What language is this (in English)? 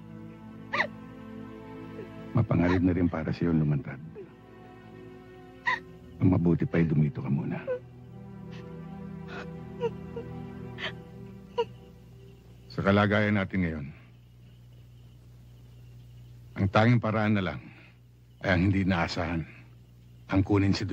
Filipino